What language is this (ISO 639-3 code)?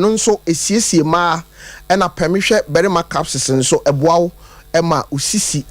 aka